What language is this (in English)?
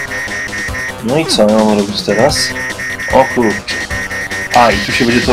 Polish